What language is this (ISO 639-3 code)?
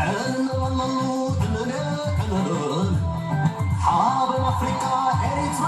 tir